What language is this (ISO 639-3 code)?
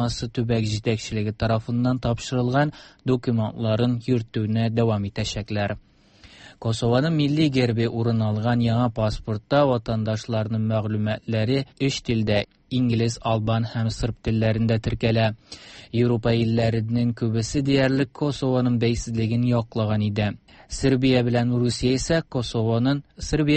tat